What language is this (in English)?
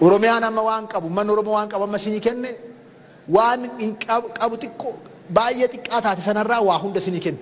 Oromo